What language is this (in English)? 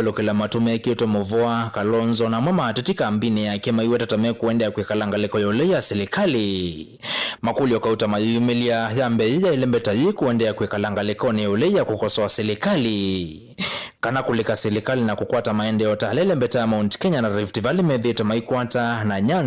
Kamba